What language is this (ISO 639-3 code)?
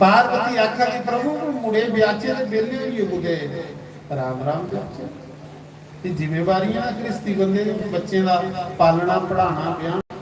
doi